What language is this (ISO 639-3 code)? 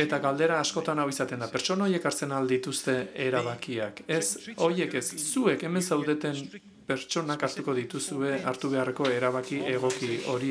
eus